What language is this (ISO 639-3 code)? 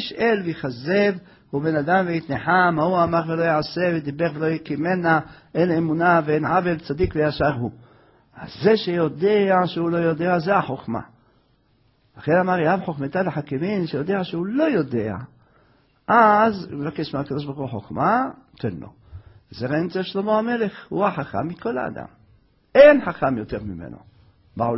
heb